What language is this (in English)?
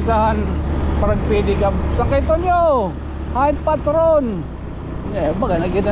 Waray